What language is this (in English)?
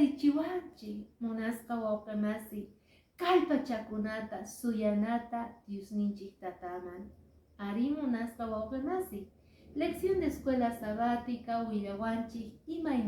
Quechua